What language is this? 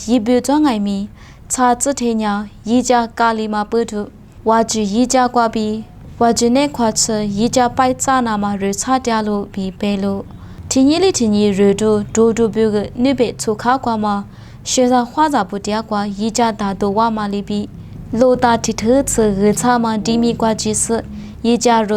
Lisu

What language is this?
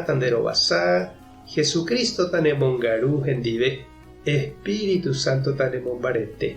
Guarani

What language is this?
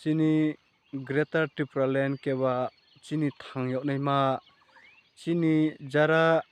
Riang (India)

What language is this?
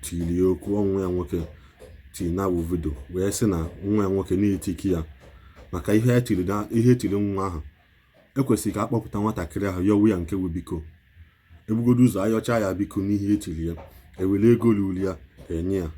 Igbo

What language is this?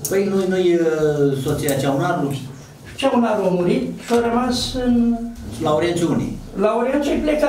Romanian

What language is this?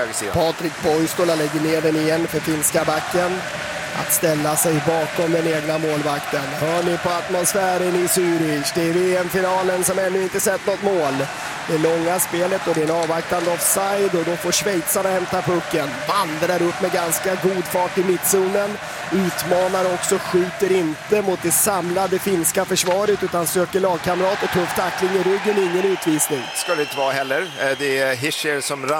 Swedish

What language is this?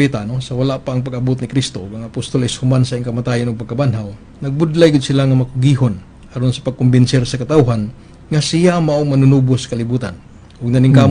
Cebuano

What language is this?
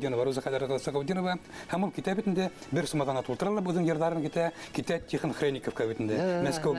Bashkir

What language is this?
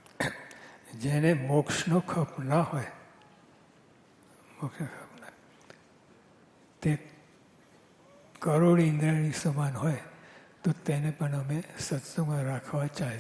Gujarati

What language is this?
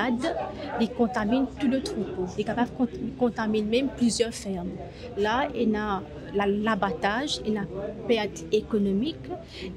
Morisyen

